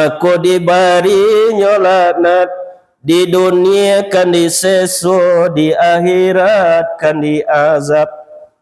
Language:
Minangkabau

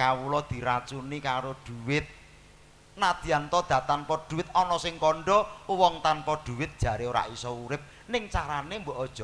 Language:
Javanese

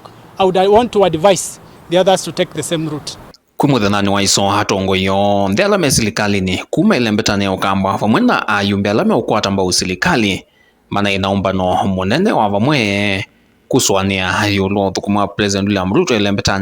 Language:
Kamba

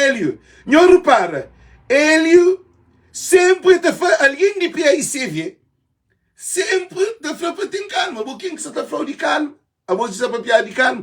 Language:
Kabuverdianu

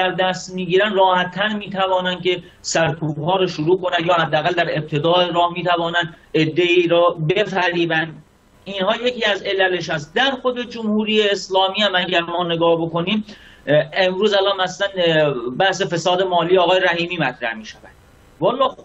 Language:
Persian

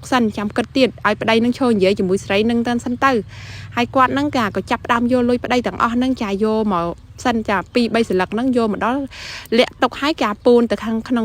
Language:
Khmer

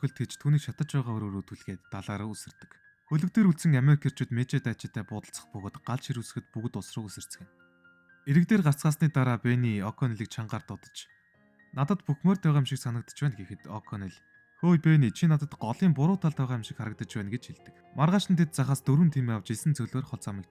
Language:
Mongolian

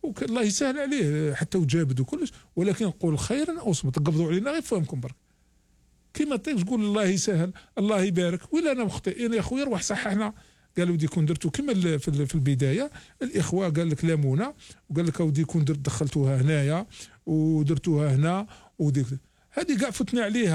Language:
Algerian Arabic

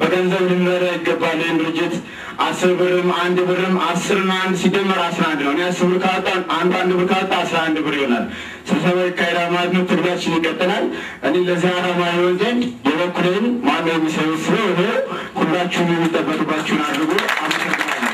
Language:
Amharic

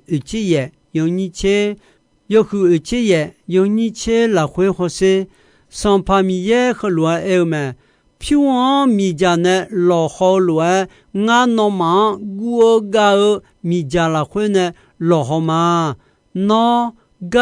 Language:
Akha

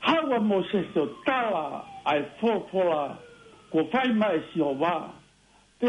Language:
Tongan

